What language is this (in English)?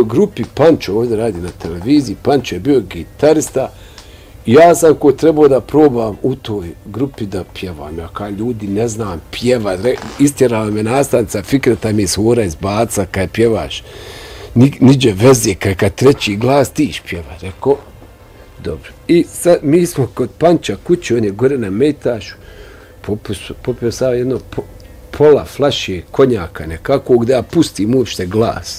Bosnian